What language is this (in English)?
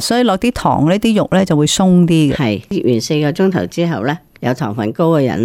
Cantonese